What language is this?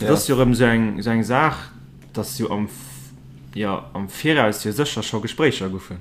Luxembourgish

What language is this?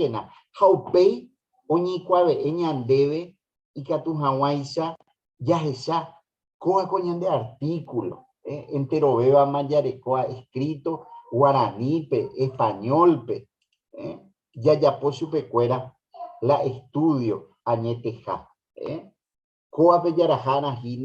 Guarani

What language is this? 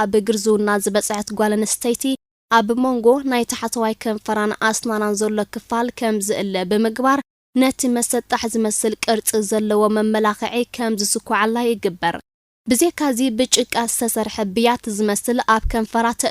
Tigrinya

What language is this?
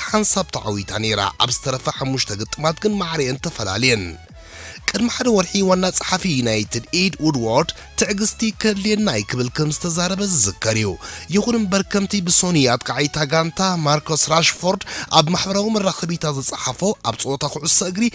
Tigrinya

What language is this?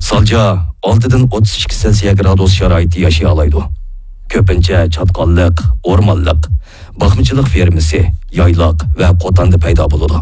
Uyghur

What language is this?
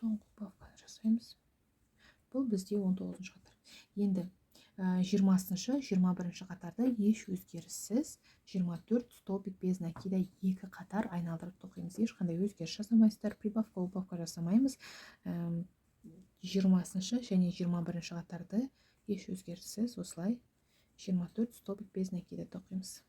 Kazakh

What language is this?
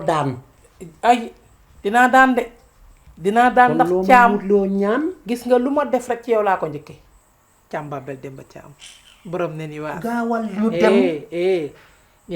Wolof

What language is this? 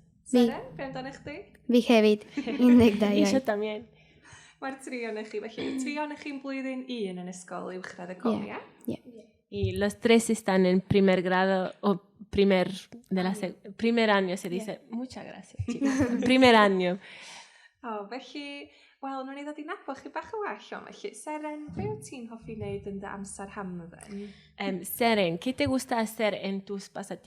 Welsh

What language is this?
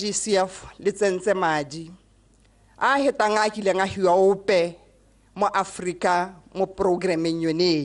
Tswana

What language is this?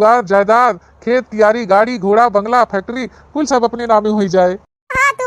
Awadhi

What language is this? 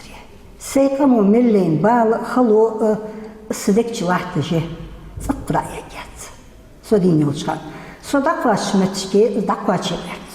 Ingush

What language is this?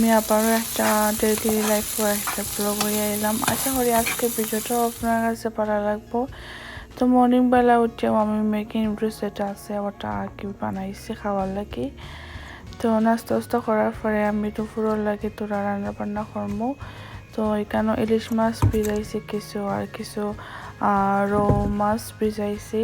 Sylheti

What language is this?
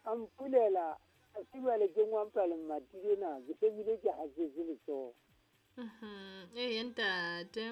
Southern Sotho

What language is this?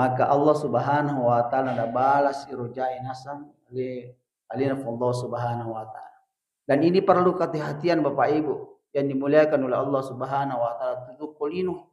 Buginese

